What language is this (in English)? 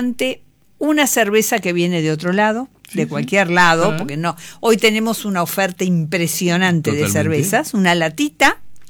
Spanish